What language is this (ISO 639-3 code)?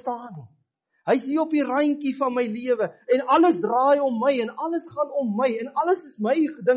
afr